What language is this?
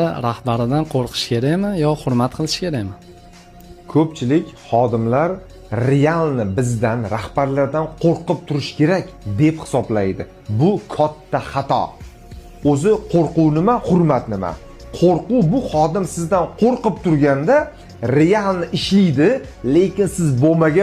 Uzbek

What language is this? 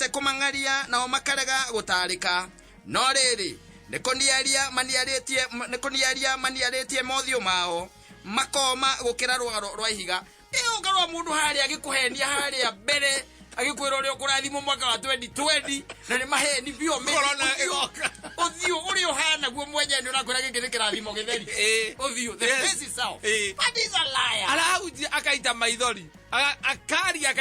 Kikuyu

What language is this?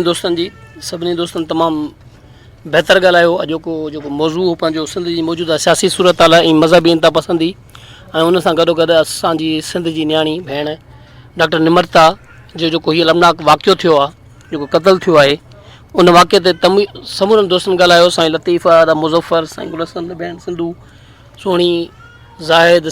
Sindhi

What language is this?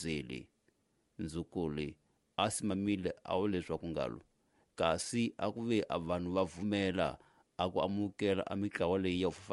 Tsonga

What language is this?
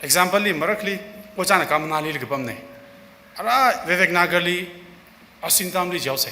Tangkhul Naga (India)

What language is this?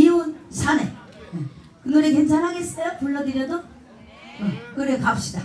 Korean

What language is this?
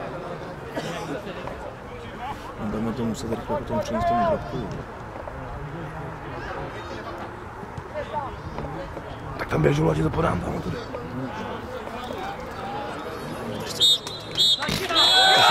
Czech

